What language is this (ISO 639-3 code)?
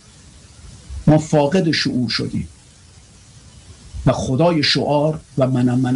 fas